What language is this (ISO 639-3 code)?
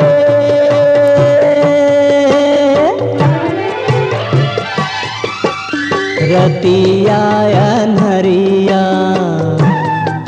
bho